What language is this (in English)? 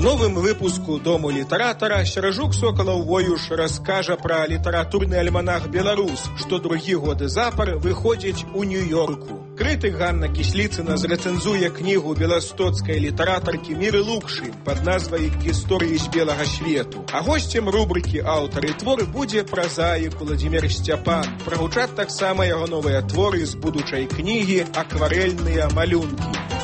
Belarusian